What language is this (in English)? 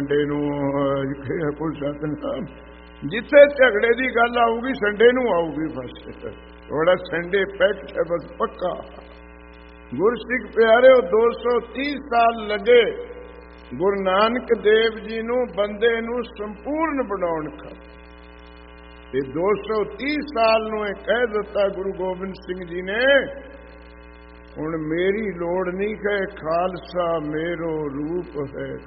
Punjabi